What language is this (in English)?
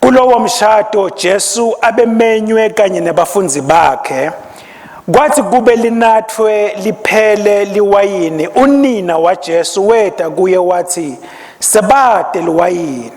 Swati